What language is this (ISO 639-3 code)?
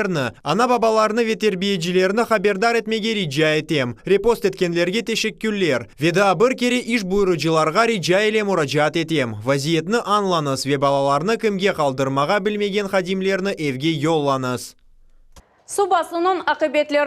crh